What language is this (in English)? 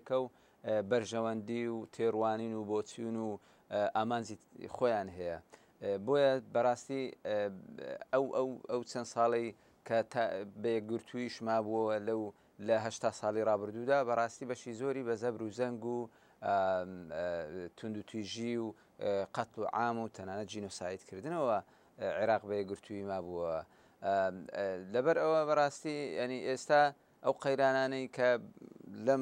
Central Kurdish